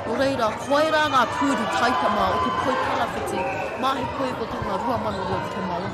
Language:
Māori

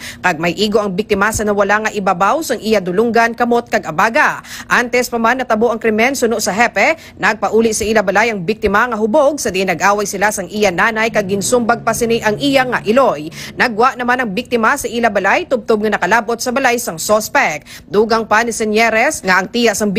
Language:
Hiligaynon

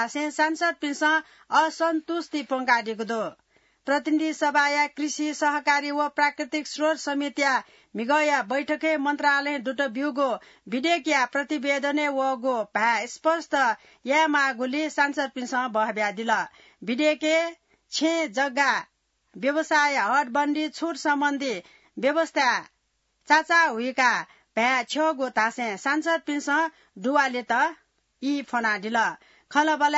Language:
Newari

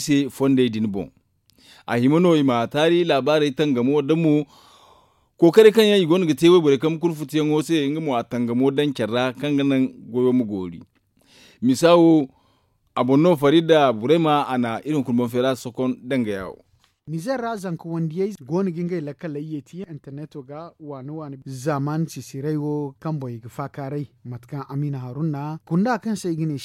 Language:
Zarma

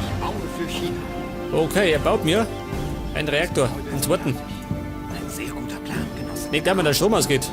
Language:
Bavarian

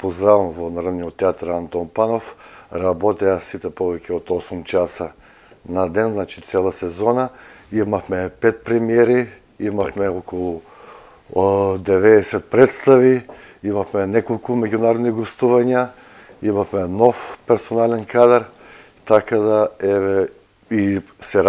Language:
Macedonian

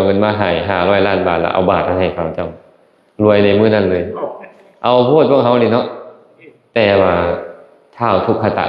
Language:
Lao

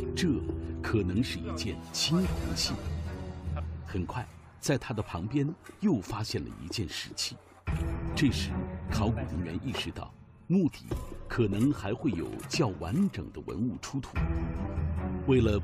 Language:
Chinese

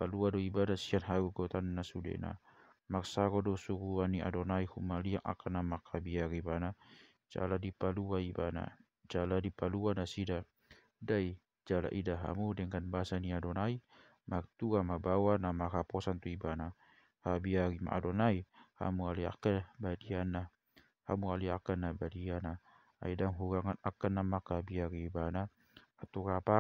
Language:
Batak Toba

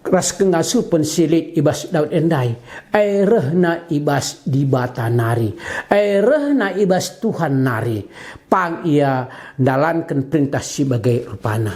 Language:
Batak Karo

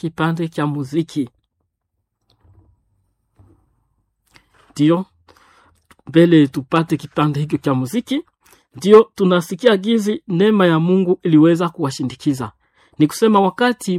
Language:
Swahili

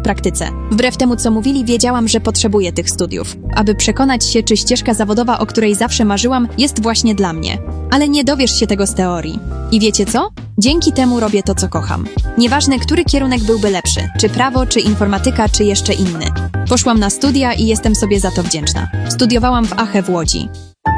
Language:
Polish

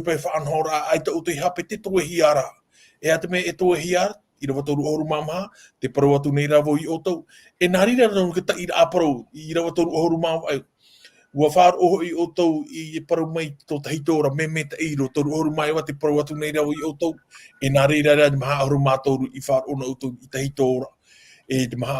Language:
Tahitian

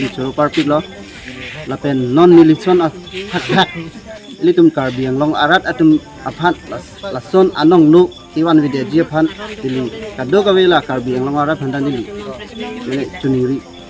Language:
Karbi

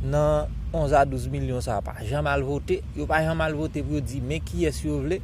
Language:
Haitian Creole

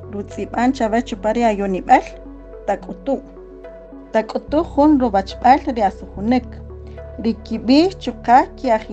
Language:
Kaqchikel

